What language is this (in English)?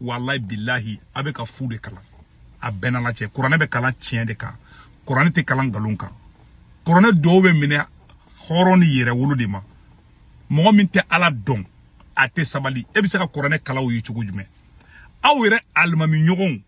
Bambara